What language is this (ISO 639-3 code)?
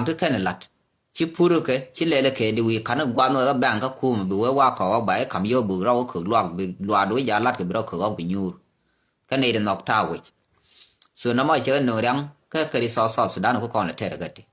nus